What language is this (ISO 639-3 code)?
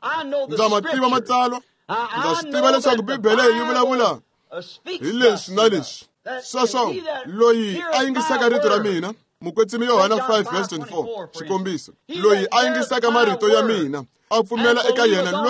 tso